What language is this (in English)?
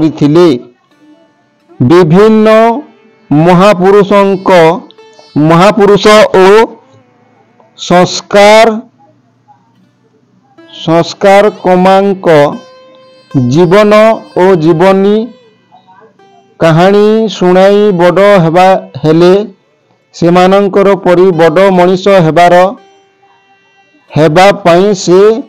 Odia